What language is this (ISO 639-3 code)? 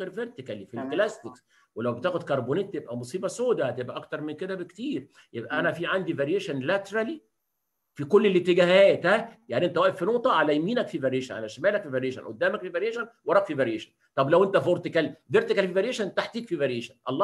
arz